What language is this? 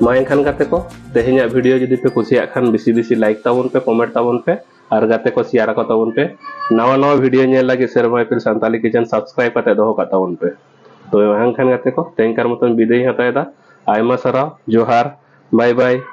Santali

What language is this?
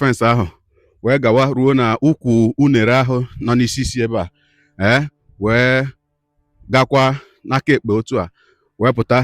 Igbo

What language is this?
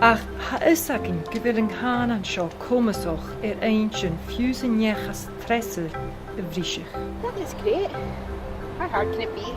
Scottish Gaelic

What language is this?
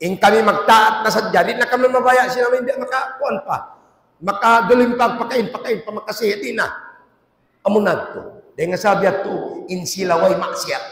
Tausug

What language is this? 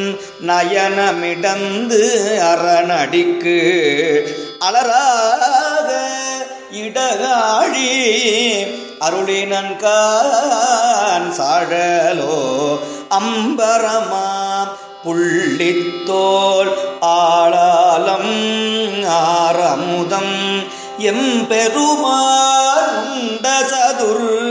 Tamil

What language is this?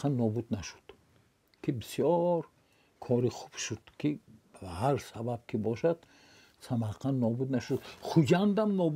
Tajik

